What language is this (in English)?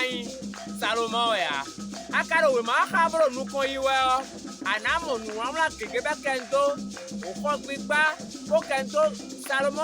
Fon